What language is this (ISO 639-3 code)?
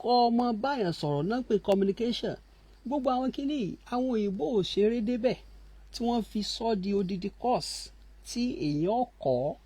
yor